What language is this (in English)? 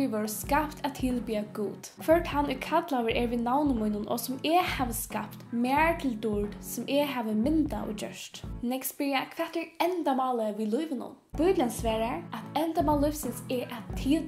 Faroese